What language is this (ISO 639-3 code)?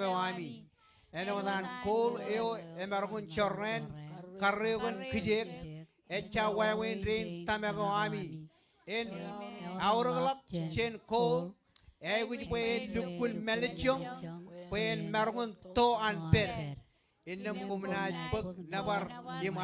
mah